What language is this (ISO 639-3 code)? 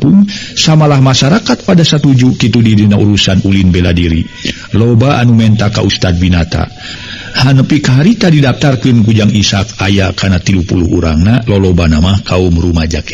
sun